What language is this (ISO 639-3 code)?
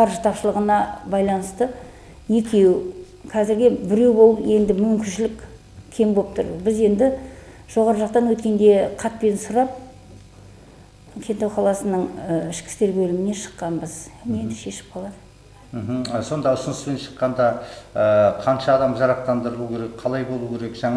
kaz